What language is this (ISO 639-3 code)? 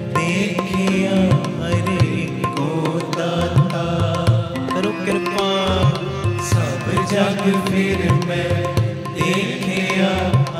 pan